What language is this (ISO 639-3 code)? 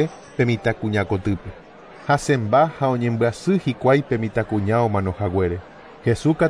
grn